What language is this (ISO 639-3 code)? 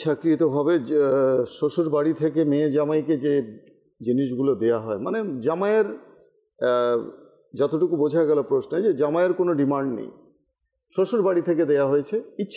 ben